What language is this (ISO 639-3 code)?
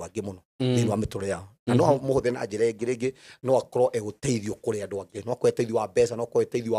kik